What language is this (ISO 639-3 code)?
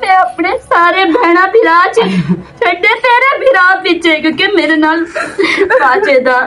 lah